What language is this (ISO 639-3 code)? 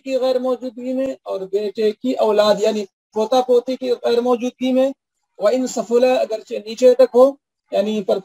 urd